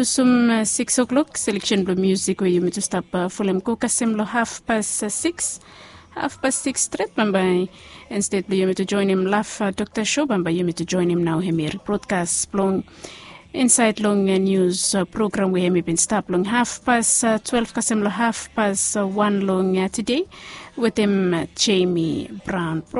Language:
Bislama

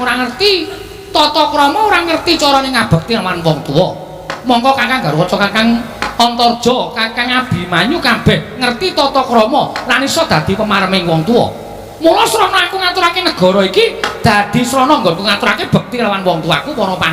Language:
Javanese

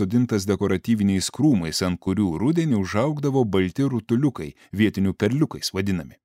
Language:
Lithuanian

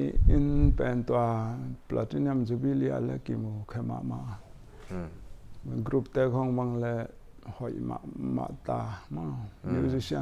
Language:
Paite Chin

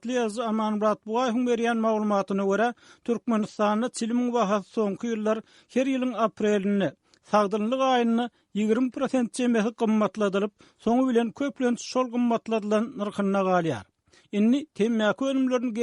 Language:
Turkmen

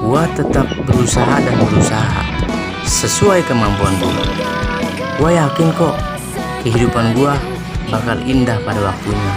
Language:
Betawi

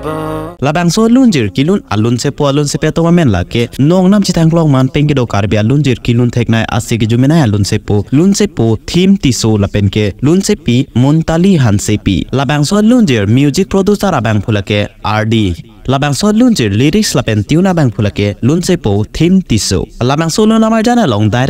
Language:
Karbi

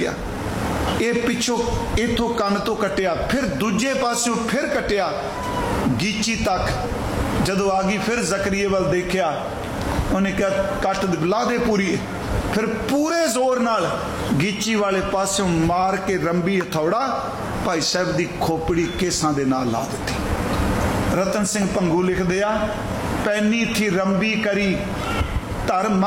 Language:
Punjabi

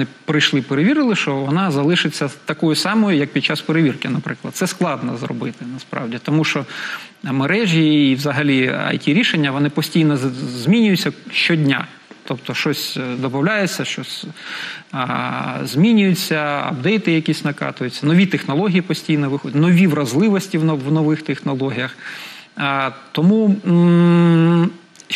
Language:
Ukrainian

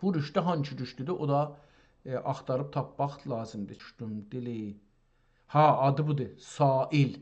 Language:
South Azerbaijani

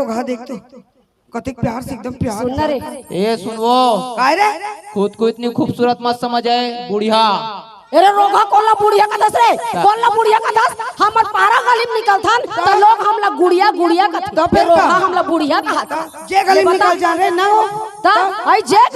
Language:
Chhattisgarhi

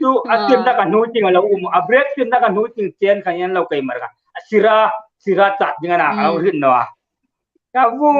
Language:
Hmar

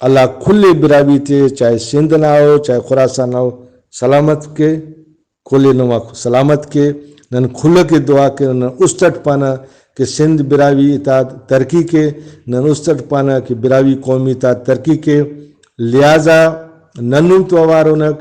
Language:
Brahui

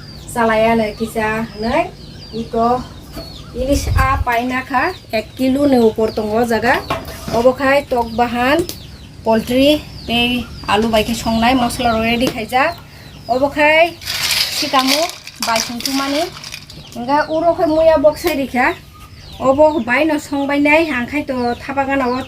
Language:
Kok Borok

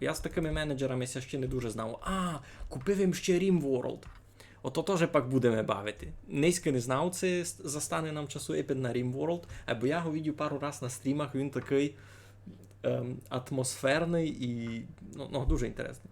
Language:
Rusyn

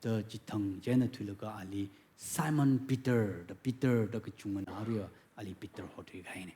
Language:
Tangkhul Naga (India)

